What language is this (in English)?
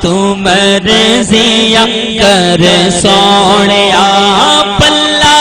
Saraiki